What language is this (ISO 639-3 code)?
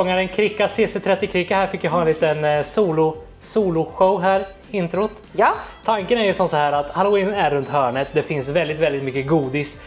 swe